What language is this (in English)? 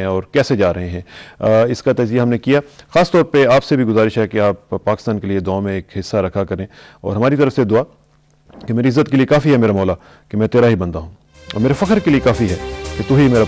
Urdu